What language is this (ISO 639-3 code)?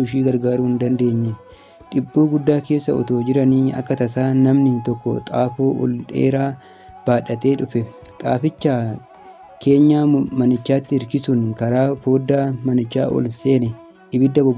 orm